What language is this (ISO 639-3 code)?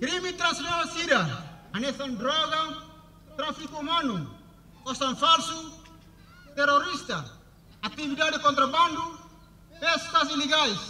tet